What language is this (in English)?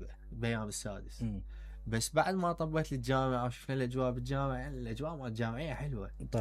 Mesopotamian Arabic